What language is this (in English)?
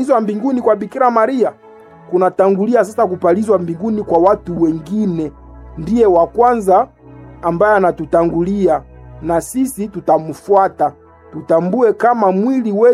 Swahili